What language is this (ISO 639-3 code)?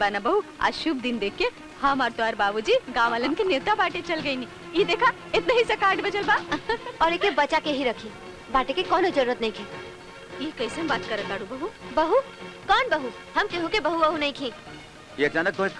bho